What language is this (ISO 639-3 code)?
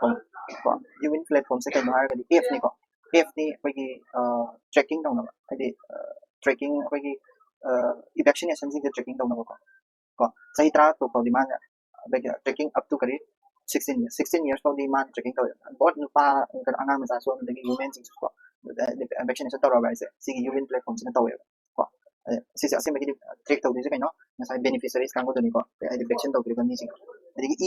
mni